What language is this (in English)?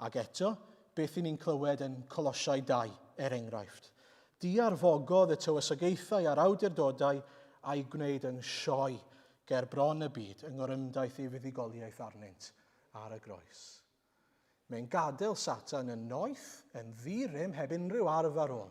Welsh